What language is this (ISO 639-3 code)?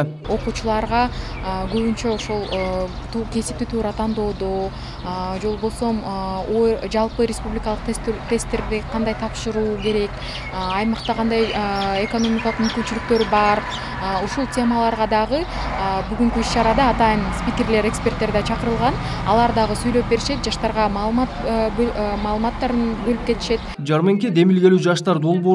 kir